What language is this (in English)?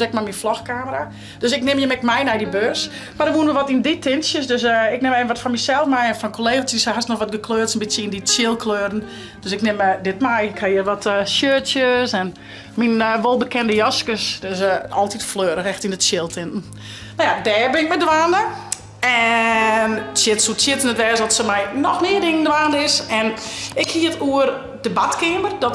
Western Frisian